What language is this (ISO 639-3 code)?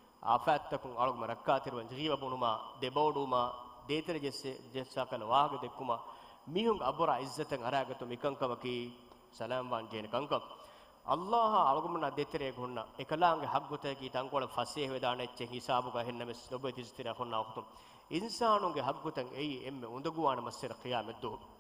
div